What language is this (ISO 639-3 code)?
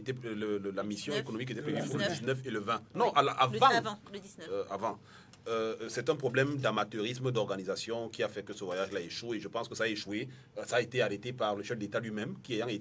fra